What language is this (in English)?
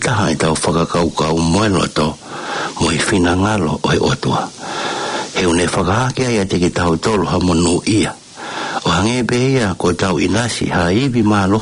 Tongan